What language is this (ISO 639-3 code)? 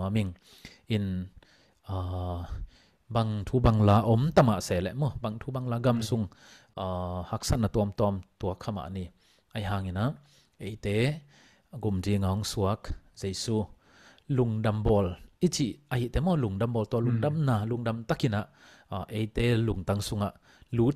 ctd